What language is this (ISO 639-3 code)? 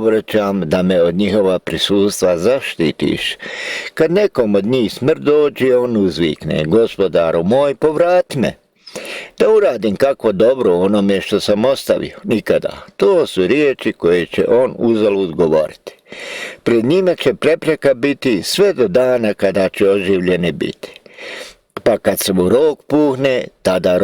bos